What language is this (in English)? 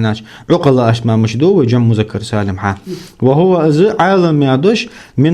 Ingush